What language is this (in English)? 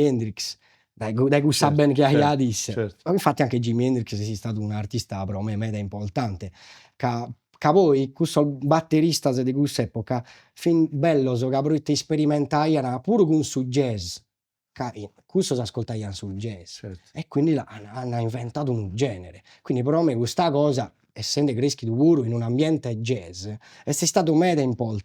Sardinian